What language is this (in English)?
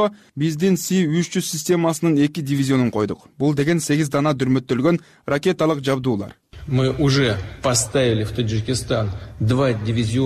Kyrgyz